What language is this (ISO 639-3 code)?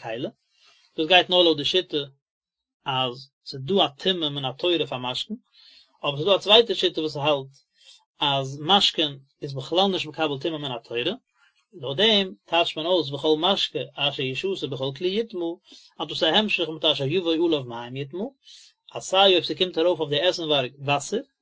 yid